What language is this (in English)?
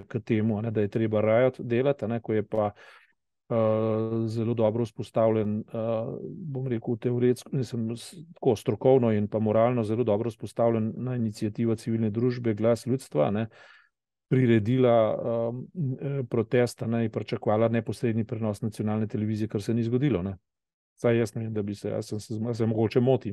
Slovenian